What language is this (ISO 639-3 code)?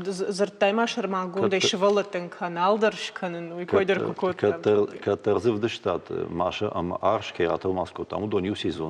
oss